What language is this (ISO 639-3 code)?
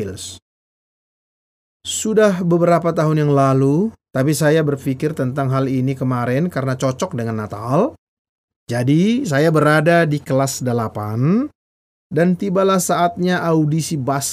ind